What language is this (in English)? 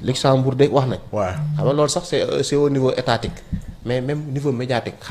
Wolof